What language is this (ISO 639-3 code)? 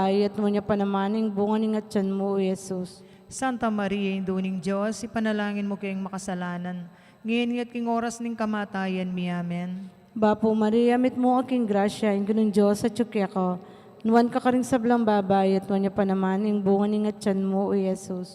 pam